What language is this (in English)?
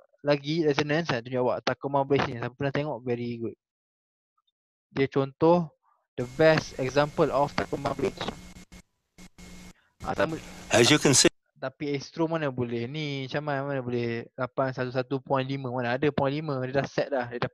Malay